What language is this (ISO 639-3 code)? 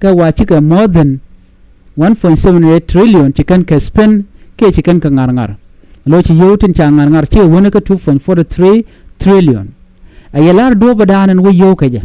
nus